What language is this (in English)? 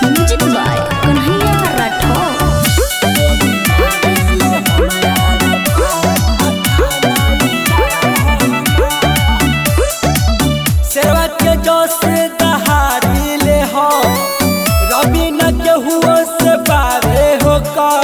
Bhojpuri